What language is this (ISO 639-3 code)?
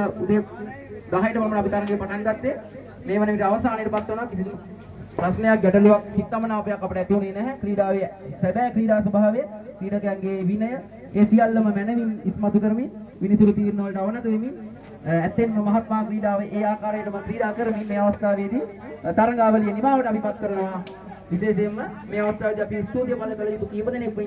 sin